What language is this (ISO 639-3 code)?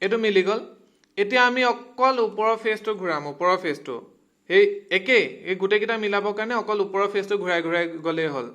asm